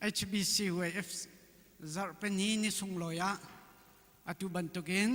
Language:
Hakha Chin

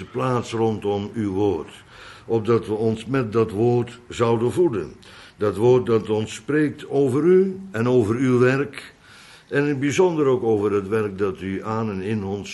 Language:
Dutch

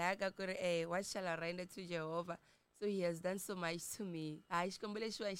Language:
Tsonga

